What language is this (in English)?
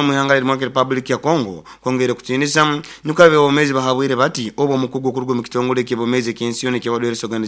Nyankole